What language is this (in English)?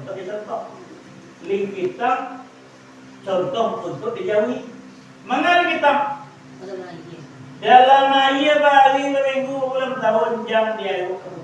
Minangkabau